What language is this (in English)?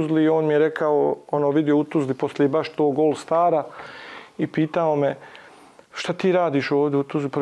Bosnian